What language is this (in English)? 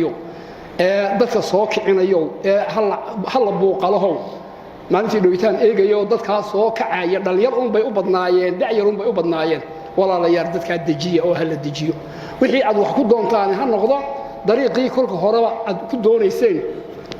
Somali